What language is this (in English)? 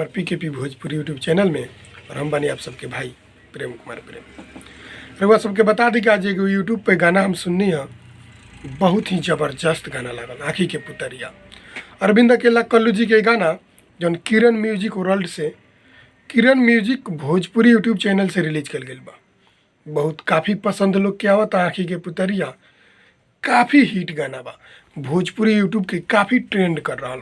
Bhojpuri